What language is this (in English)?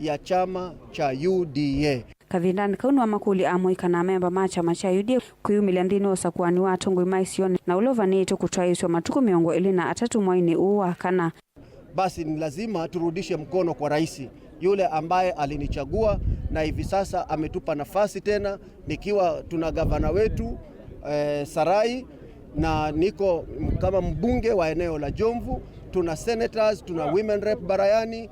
Kamba